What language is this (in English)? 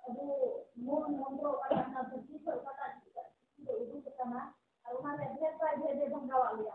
Santali